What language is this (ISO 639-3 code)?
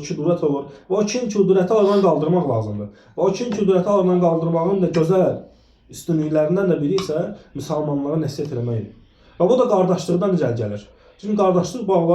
aze